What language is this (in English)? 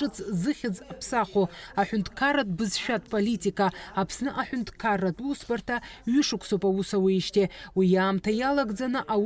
Abkhazian